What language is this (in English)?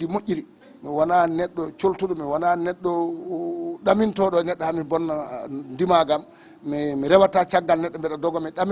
Fula